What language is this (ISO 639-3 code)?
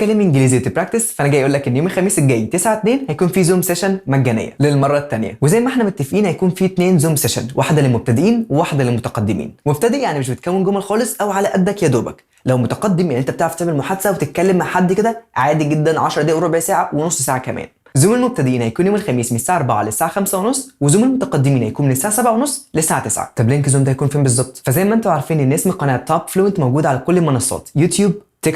arz